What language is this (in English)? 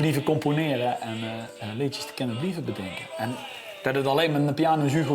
Limburgish